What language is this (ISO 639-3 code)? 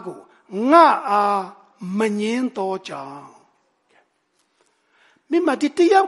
mya